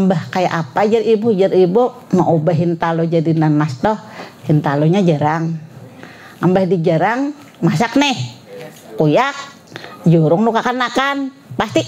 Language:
Banjar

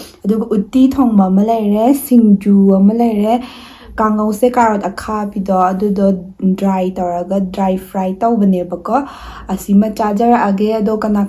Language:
Manipuri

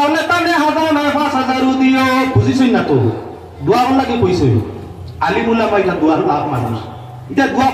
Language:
Sylheti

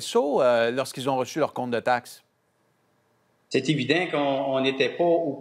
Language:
French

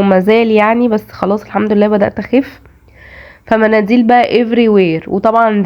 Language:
Egyptian Arabic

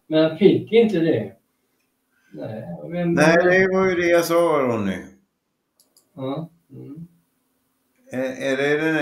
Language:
Swedish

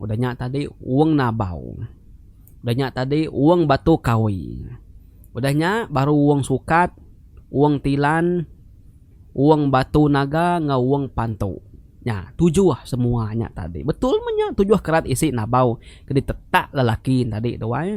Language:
Iban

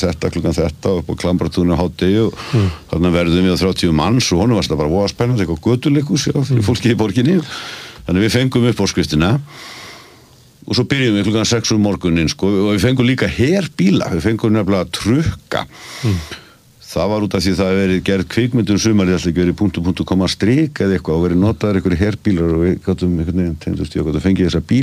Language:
Icelandic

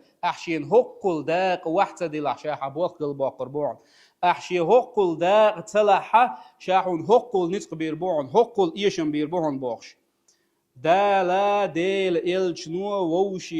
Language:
Chechen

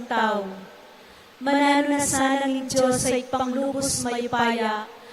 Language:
Pampanga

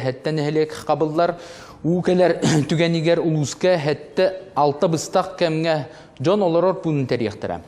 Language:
Yakut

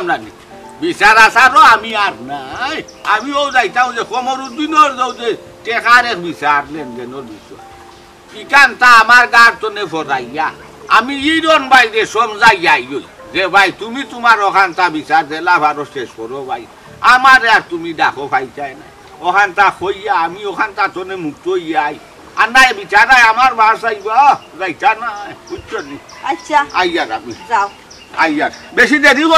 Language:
Sylheti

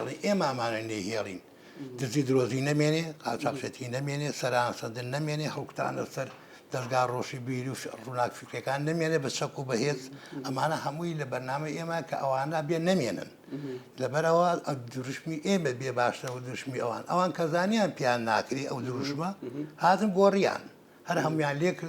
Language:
Central Kurdish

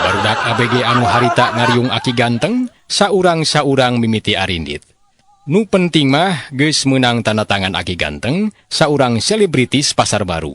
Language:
Sundanese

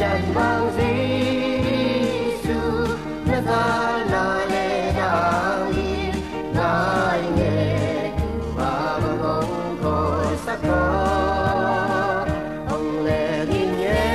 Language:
Tedim Chin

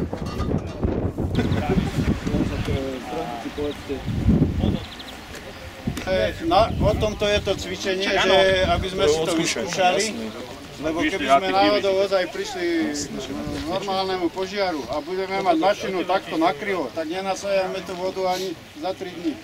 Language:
Slovak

